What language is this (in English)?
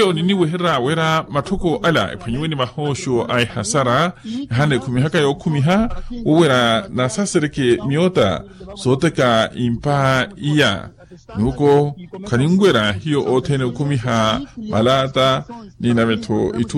Makhuwa